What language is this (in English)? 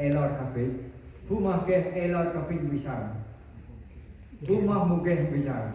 Central Mnong